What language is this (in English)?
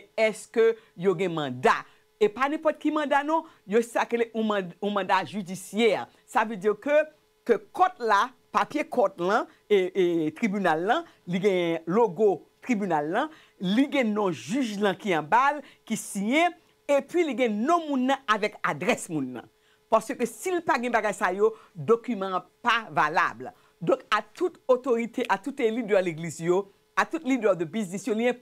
Haitian Creole